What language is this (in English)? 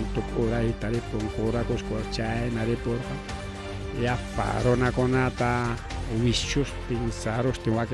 Ayacucho Quechua